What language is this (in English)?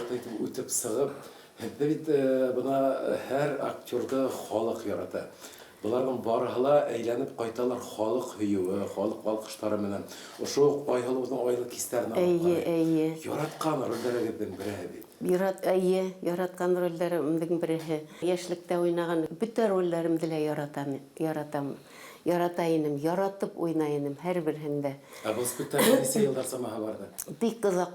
Bashkir